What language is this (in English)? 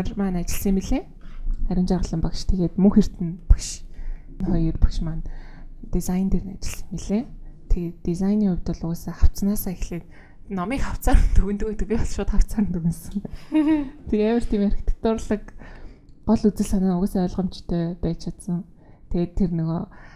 Mongolian